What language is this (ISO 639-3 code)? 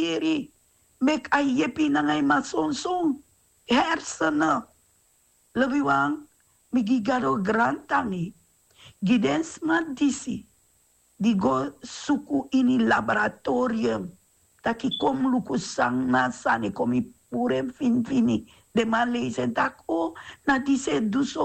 srn